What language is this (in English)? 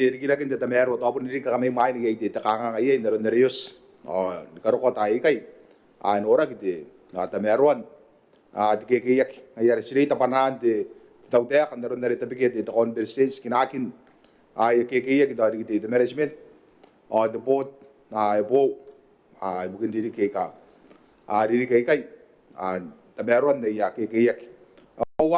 Gilbertese